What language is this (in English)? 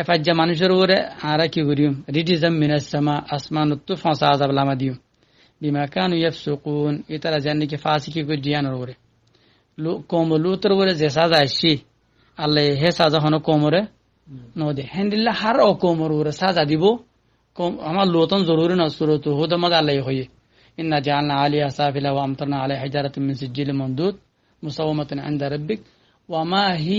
Rohingya